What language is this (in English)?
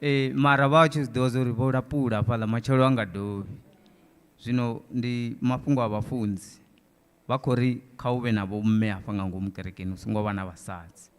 Venda